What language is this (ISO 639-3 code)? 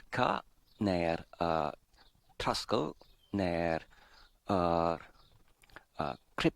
cym